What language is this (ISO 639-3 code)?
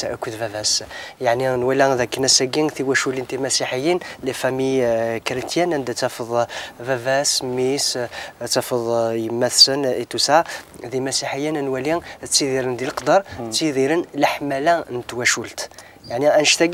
kab